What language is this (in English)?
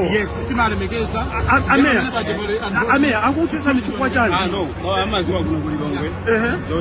Nyanja